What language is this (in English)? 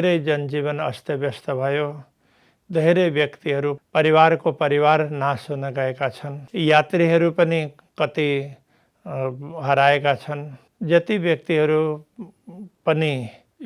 Nepali